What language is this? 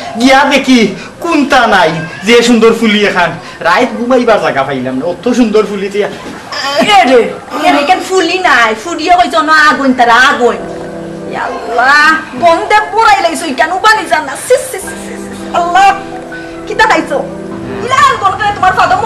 Sylheti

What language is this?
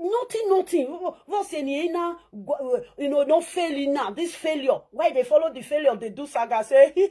Nigerian Pidgin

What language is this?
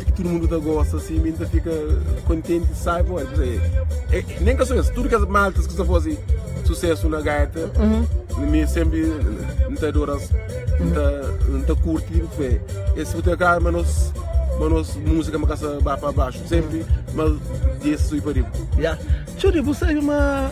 Kabuverdianu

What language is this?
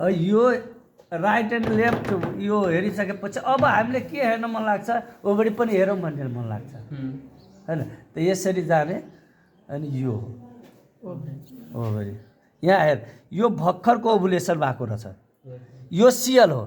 Nepali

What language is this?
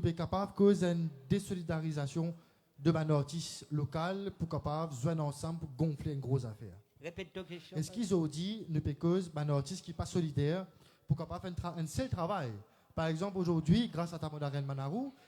Morisyen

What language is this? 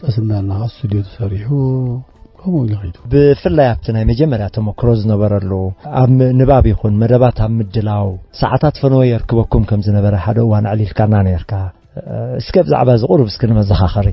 Tigrinya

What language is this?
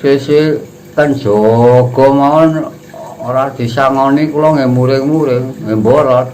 Javanese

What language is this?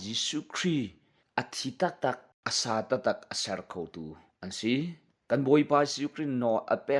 Hakha Chin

